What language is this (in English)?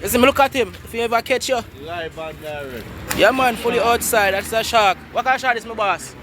Jamaican Creole English